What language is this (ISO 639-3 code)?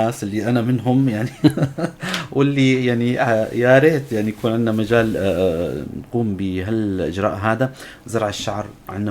apc